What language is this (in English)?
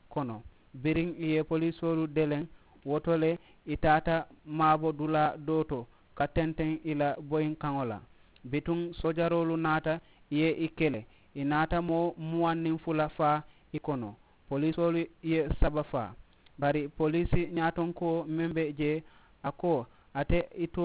Mandingo